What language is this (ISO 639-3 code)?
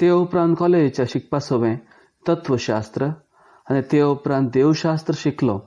kok